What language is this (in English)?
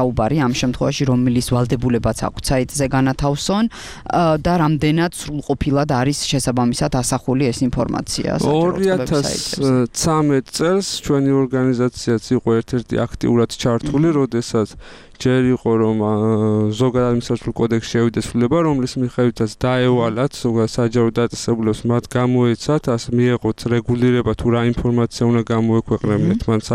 Georgian